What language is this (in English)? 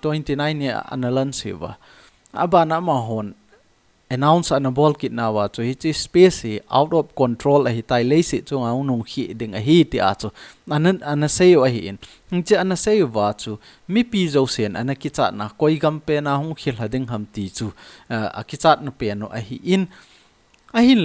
Thado Chin